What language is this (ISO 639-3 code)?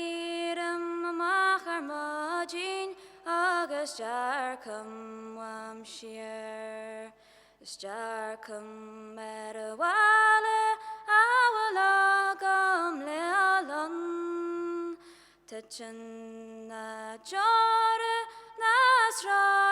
gle